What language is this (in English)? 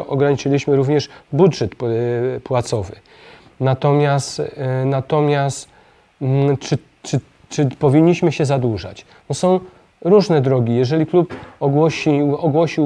Polish